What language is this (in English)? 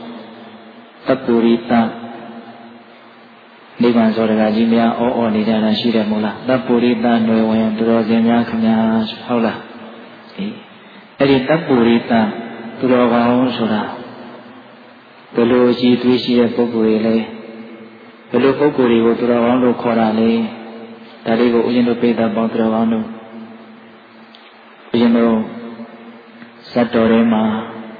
Burmese